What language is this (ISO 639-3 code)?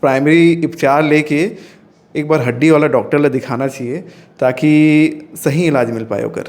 hne